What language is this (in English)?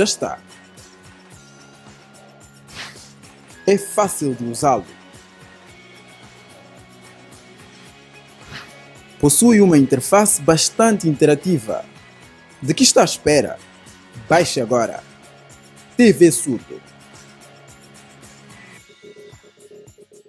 Portuguese